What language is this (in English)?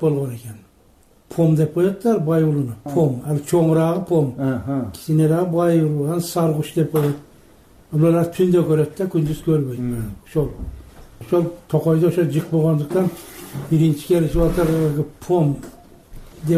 Kyrgyz